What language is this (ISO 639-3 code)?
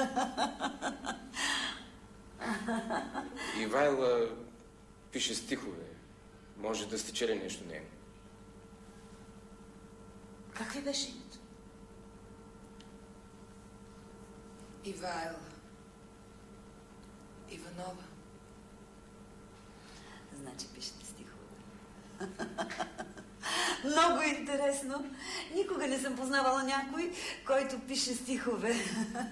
bul